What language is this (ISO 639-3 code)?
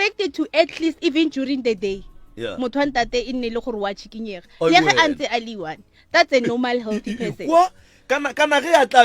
nso